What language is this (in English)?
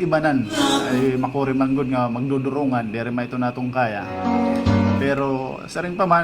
Waray